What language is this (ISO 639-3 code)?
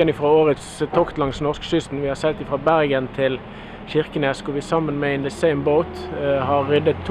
nor